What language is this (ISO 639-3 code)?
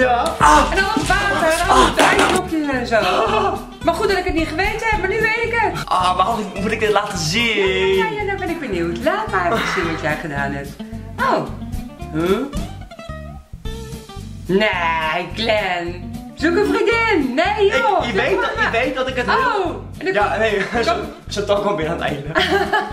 nld